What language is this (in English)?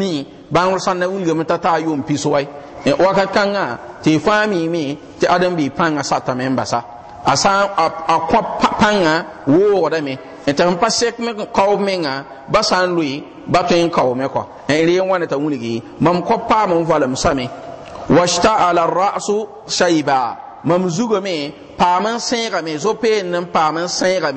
Mossi